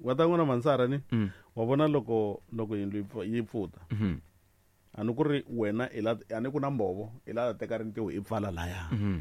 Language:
Tsonga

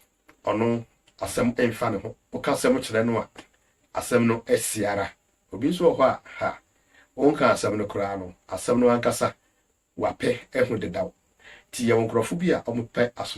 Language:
Akan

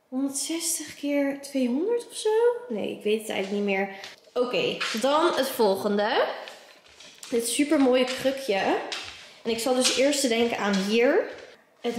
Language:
Dutch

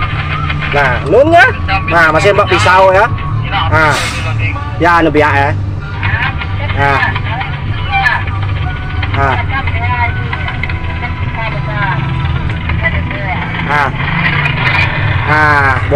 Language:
Malay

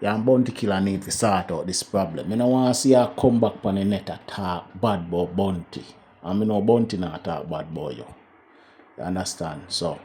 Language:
Jamaican Creole English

